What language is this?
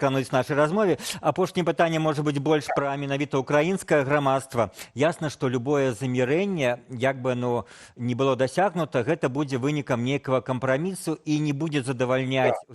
Belarusian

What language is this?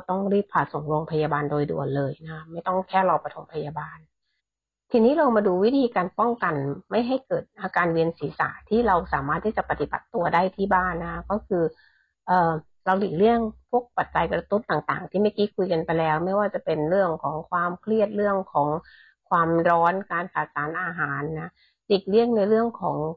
Thai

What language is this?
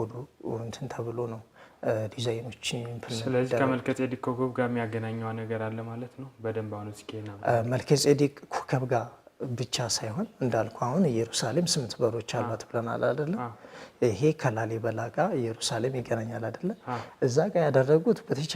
Amharic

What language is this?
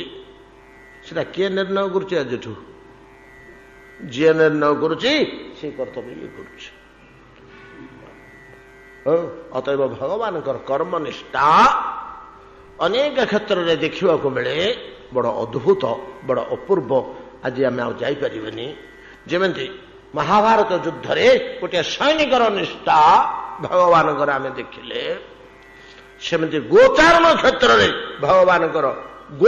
Odia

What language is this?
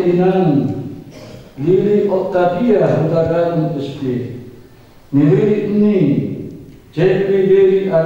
Batak Toba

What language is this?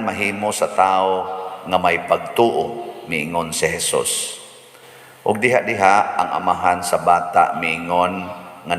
Cebuano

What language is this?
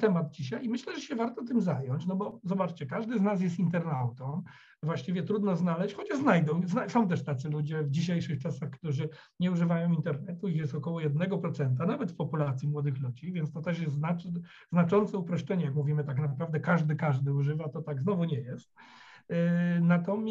Polish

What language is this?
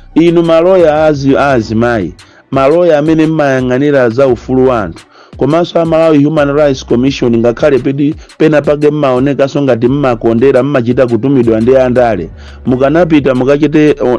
Nyanja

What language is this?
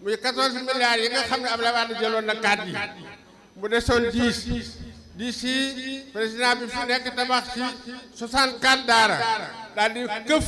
Wolof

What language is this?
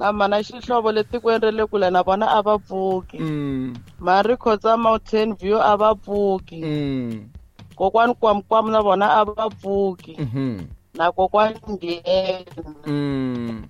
Tsonga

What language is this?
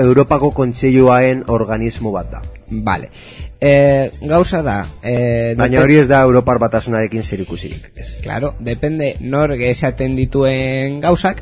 Basque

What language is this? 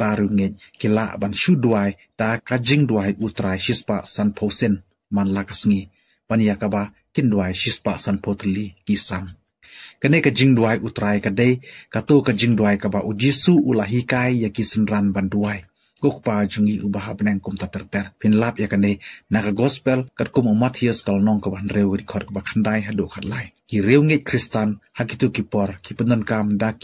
Khasi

